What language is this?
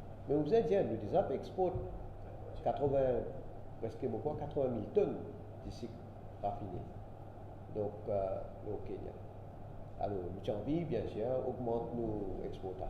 Morisyen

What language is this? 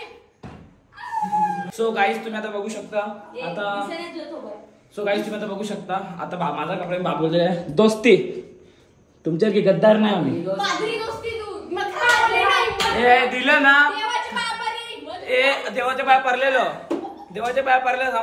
Marathi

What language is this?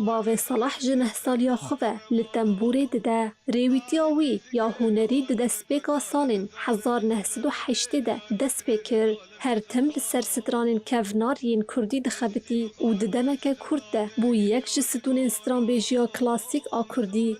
Kurdish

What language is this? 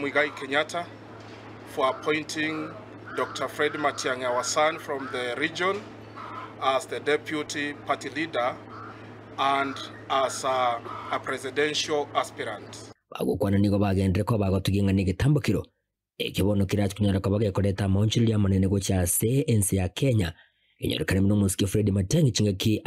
Gusii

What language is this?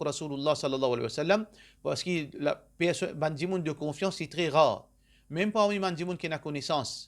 Morisyen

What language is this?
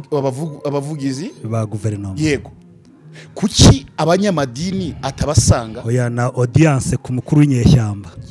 Kinyarwanda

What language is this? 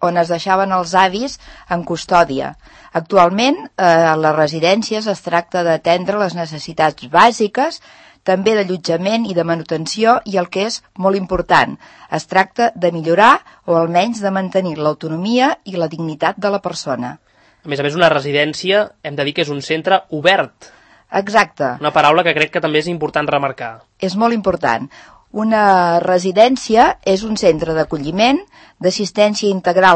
Catalan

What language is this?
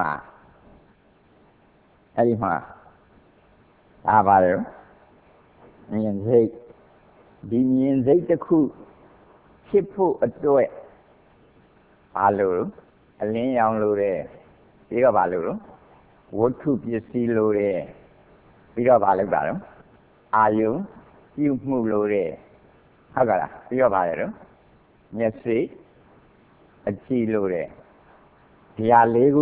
Burmese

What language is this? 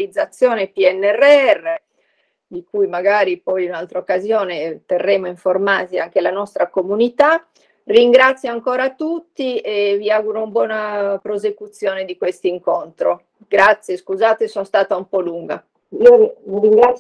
Italian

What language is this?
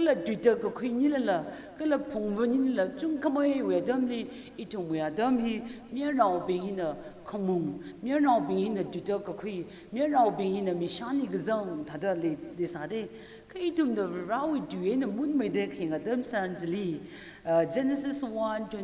Tangkhul Naga (India)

